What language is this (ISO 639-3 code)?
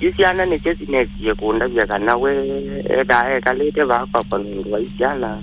kam